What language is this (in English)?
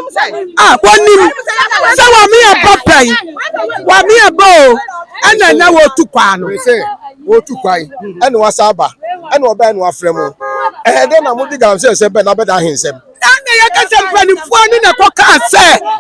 Akan